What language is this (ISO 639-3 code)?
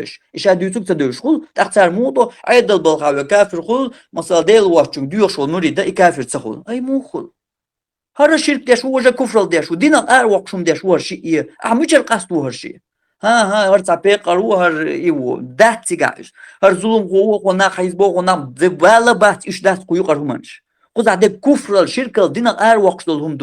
che